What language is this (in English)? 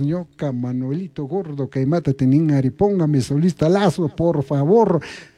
Chimborazo Highland Quichua